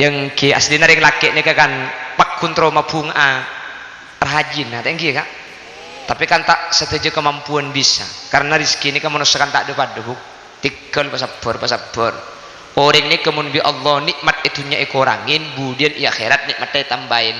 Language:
Madurese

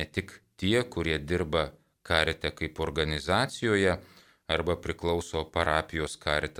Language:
Lithuanian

